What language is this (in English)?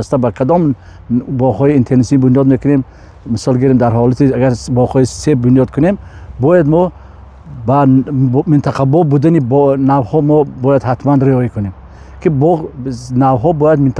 Tajik